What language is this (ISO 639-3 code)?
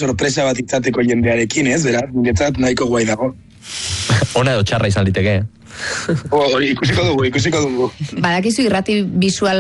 eus